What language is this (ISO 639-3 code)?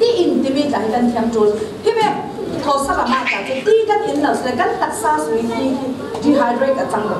cfm